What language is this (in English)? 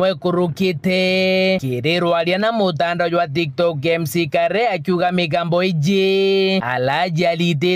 Meru